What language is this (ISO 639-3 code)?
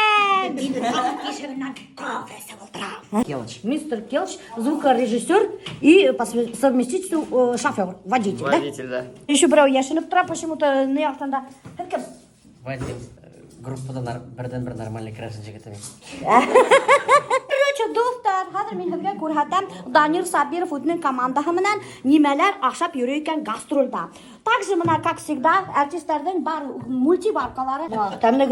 bak